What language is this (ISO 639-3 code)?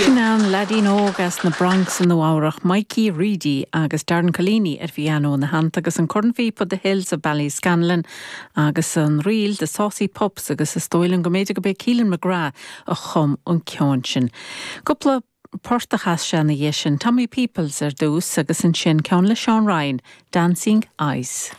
gle